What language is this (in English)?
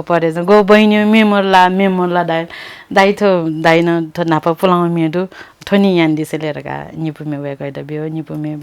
Newari